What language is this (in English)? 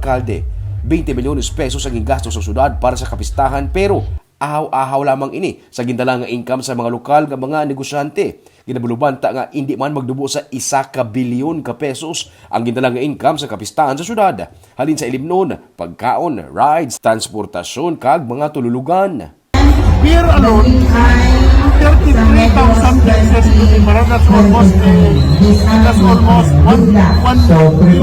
Hiligaynon